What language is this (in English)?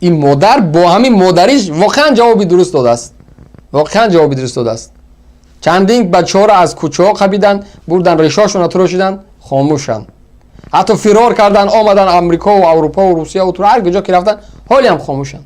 Tajik